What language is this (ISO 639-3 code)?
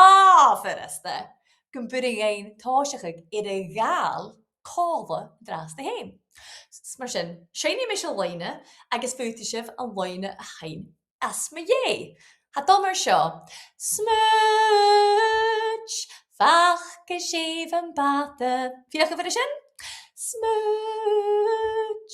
gla